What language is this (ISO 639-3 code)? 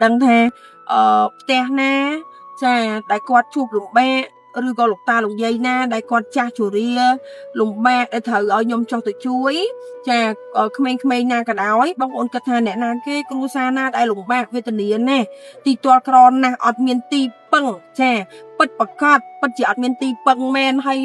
khm